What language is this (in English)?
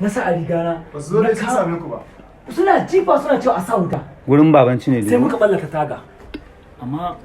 Hausa